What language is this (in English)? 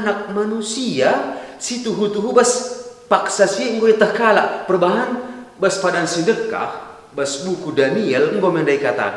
Batak Karo